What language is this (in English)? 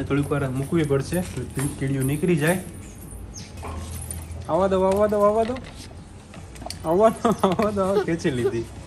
Gujarati